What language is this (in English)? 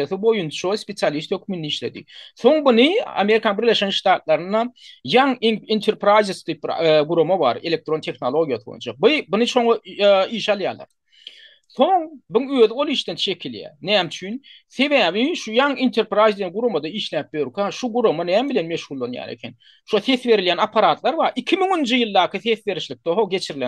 Turkmen